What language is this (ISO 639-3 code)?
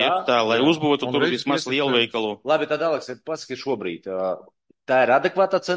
lav